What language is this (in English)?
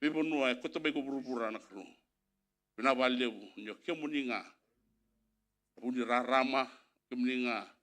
Fijian